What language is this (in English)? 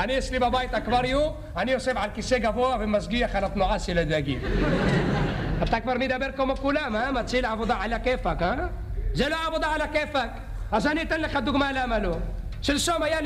Hebrew